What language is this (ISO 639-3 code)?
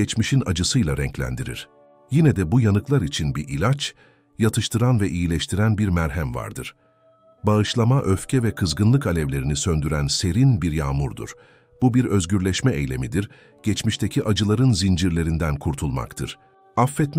tur